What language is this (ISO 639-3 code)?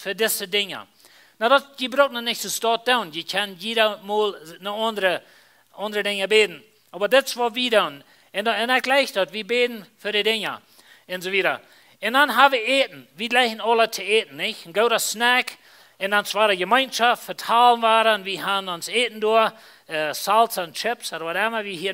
pdt